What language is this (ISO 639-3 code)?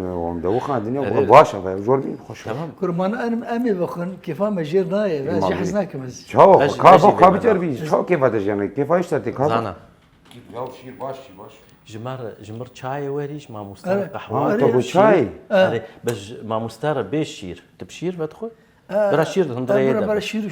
kur